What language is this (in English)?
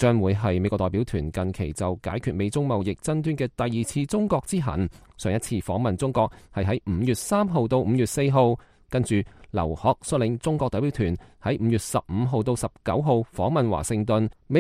Cantonese